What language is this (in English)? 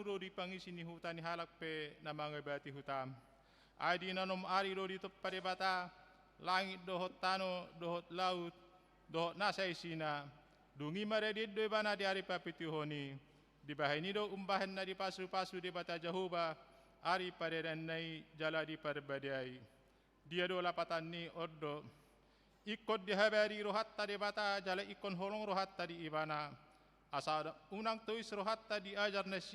Batak Toba